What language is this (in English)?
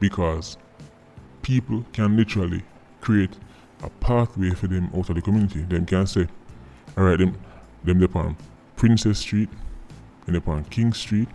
Jamaican Creole English